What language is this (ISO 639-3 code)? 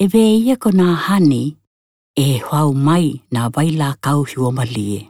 tkl